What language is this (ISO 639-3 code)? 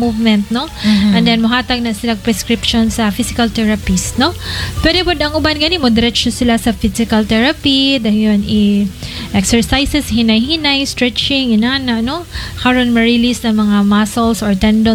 ceb